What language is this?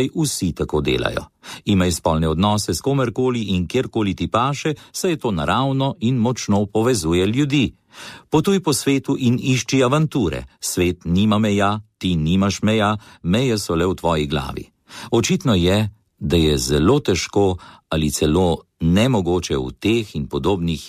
Slovenian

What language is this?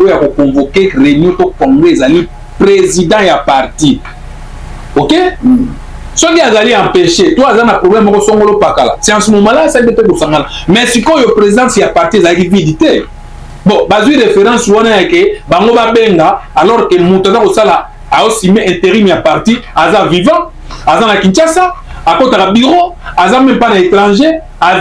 Lingala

